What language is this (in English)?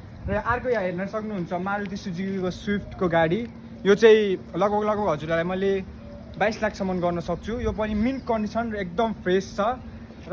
Nepali